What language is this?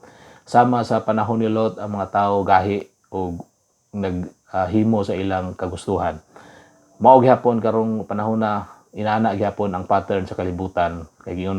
Cebuano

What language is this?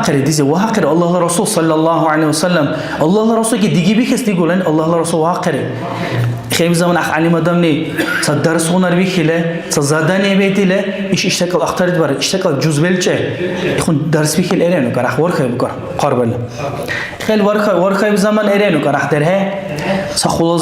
Dargwa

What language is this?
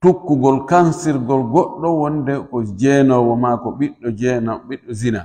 Fula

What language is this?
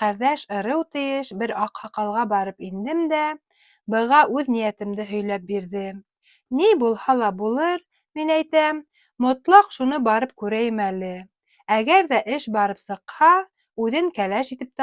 Bashkir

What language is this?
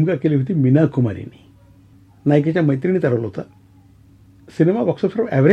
Marathi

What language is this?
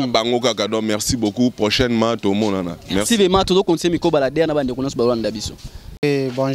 Lingala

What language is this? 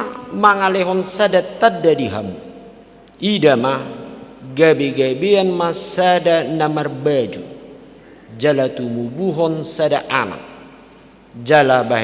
Batak Toba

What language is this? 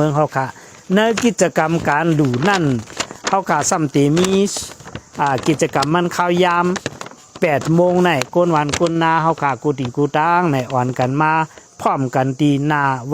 Shan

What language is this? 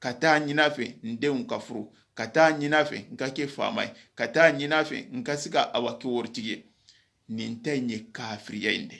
Soninke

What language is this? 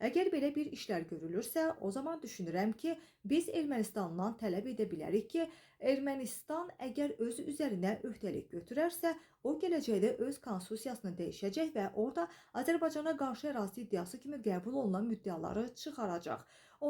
Azerbaijani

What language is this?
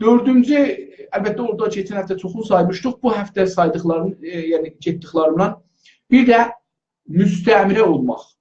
South Azerbaijani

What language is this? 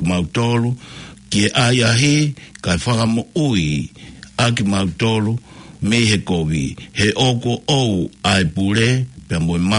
Tongan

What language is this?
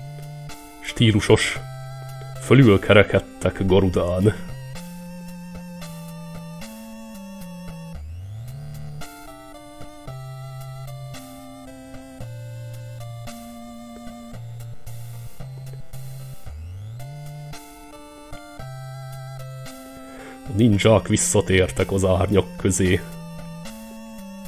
Hungarian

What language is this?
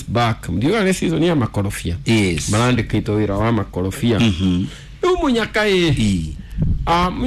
Kikuyu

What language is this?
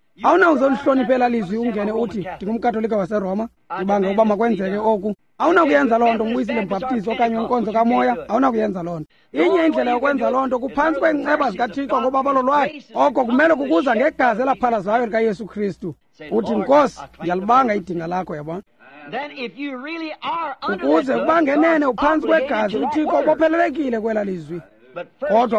Xhosa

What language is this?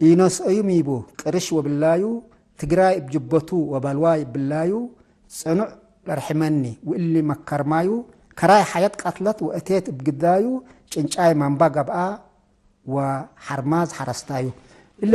Tigre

